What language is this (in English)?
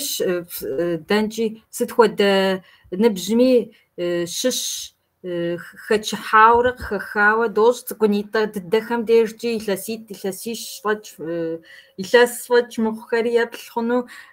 Kabardian